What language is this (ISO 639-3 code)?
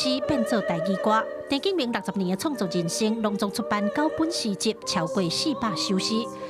nan